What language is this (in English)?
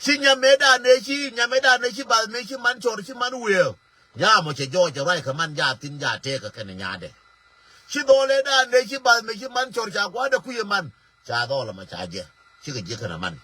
Nuer